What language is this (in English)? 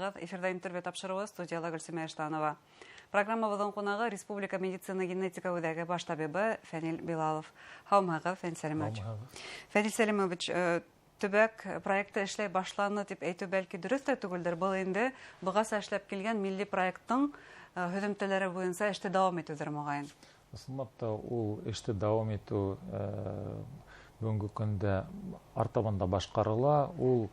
Bashkir